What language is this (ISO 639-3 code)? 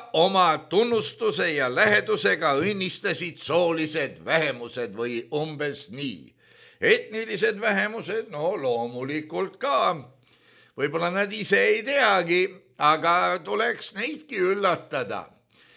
est